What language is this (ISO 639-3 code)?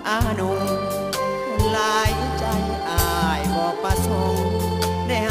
tha